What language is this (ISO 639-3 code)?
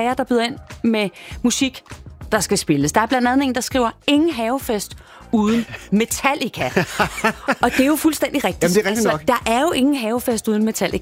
dan